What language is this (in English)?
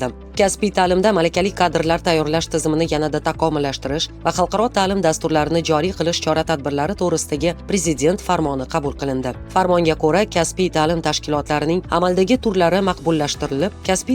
Uzbek